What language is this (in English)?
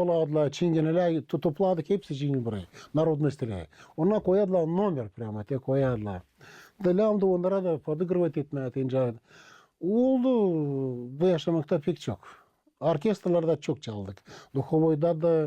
Gagauz